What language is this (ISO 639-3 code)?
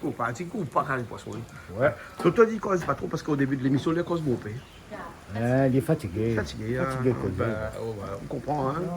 rcf